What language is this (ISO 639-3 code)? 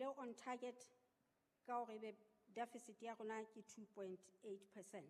sot